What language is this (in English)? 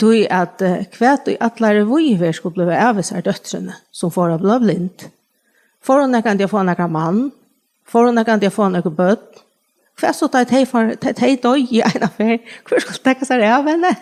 Faroese